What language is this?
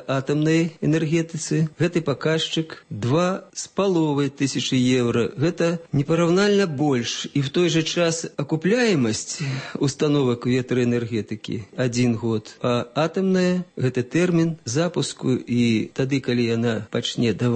Belarusian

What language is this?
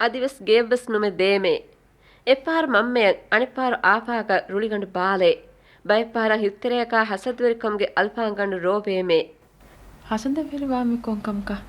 Divehi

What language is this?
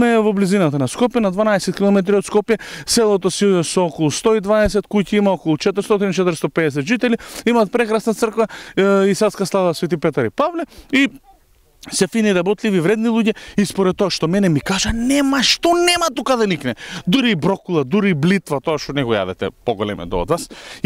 Macedonian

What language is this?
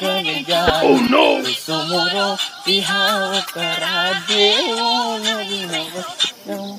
Chhattisgarhi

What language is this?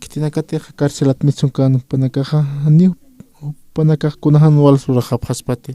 Aymara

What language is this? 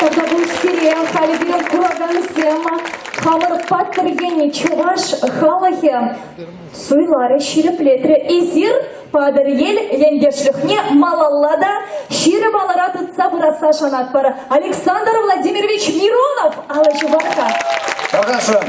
Chuvash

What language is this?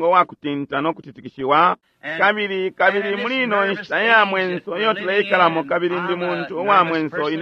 Bemba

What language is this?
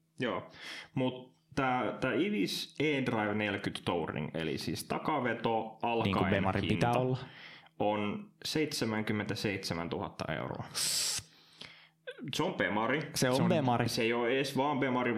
Finnish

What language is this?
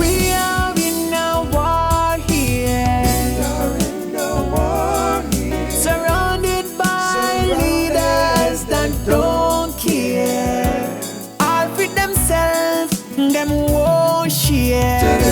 Jamaican Creole English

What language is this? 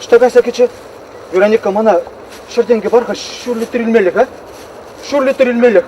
Chuvash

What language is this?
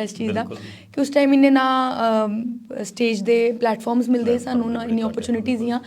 Dogri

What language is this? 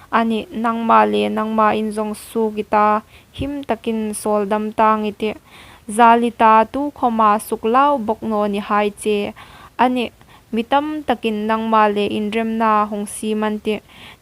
Hmar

